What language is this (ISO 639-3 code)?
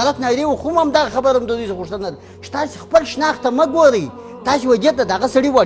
pus